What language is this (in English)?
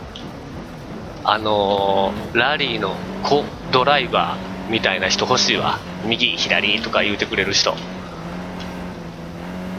Japanese